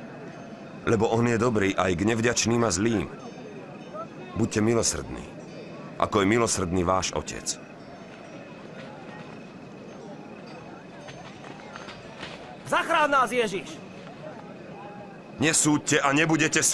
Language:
Slovak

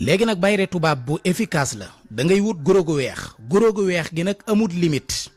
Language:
Wolof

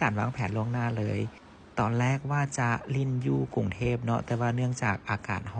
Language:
Lao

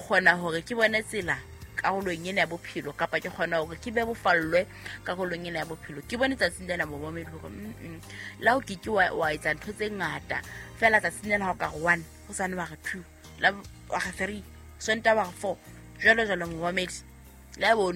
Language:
Southern Sotho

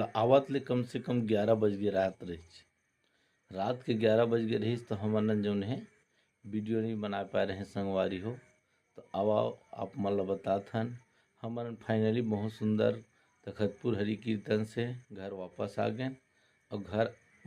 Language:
Chhattisgarhi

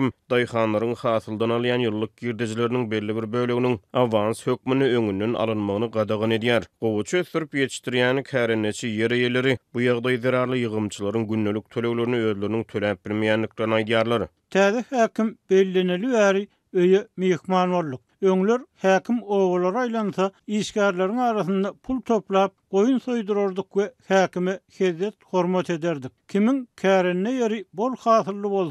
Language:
Turkmen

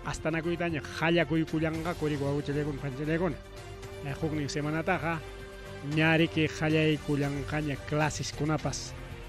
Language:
Ayacucho Quechua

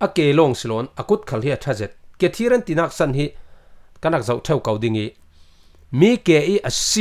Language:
Falam Chin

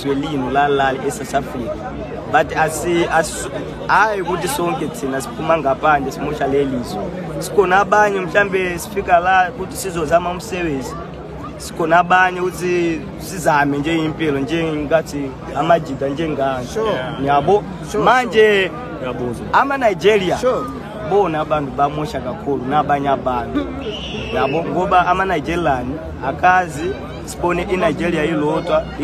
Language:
Zulu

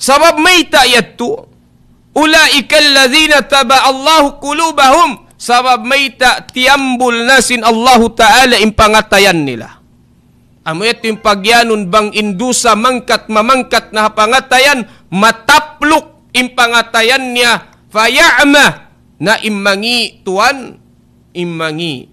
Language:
Tausug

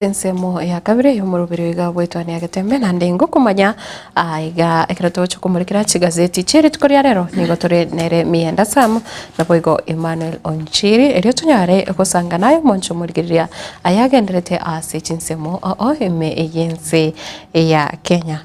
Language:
Gusii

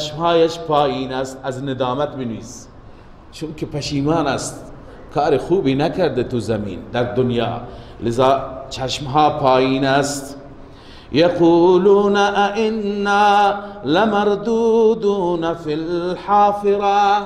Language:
Persian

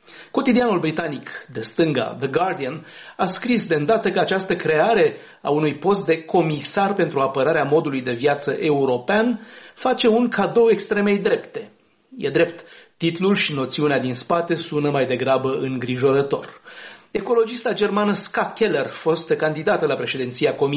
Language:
Romanian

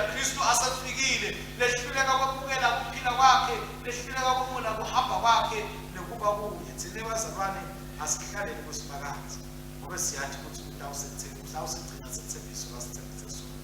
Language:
Swati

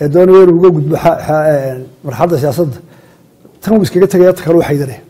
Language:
Somali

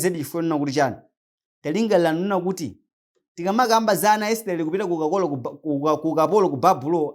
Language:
Nyanja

